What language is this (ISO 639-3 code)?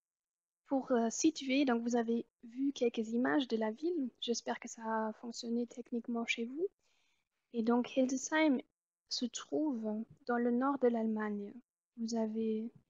fra